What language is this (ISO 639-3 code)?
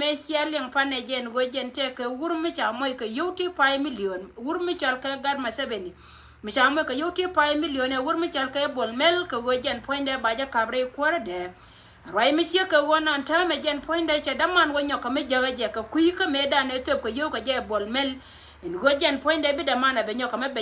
nus